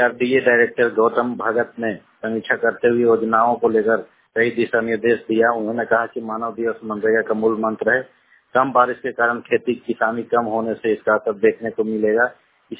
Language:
Hindi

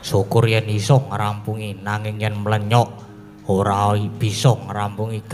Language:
Javanese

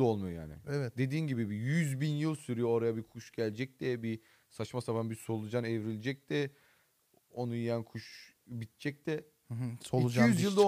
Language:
Turkish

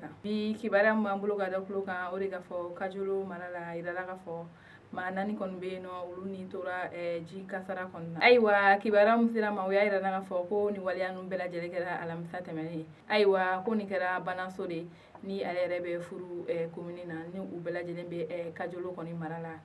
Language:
Bambara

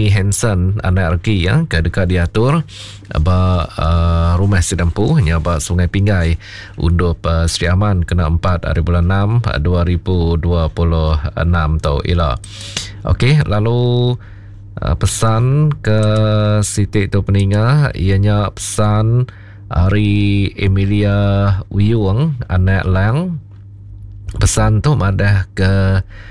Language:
Iban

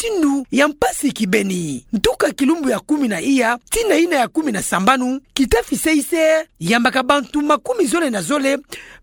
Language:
Kituba (Democratic Republic of Congo)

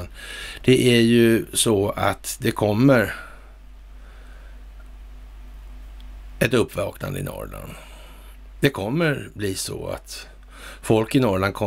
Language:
Swedish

